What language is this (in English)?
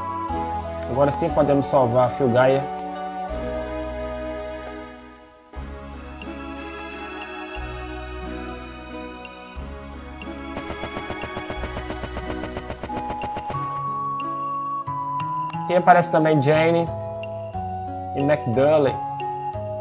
Portuguese